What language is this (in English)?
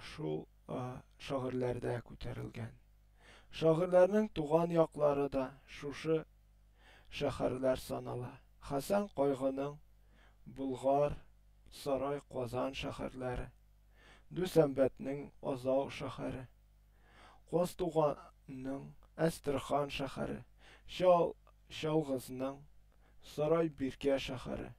Tatar